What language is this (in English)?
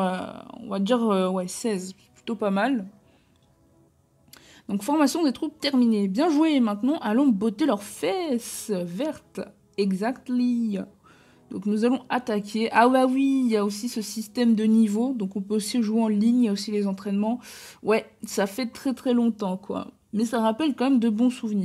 French